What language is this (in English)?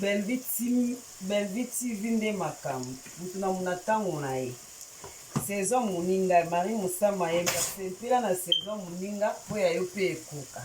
Lingala